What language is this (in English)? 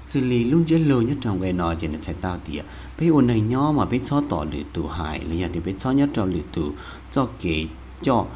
Hmong